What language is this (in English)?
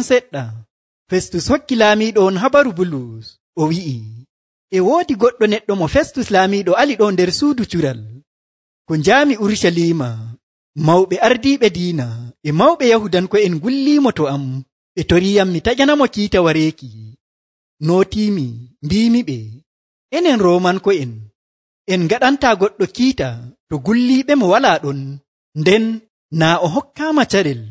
Nigerian Fulfulde